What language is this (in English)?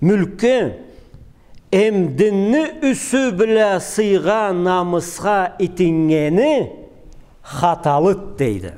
Karachay-Balkar